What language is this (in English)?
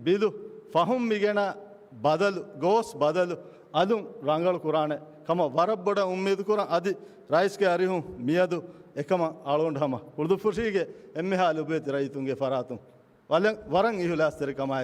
Divehi